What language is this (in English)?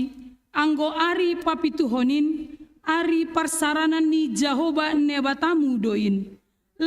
Batak Simalungun